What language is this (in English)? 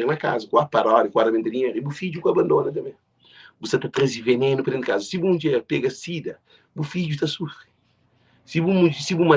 Kabuverdianu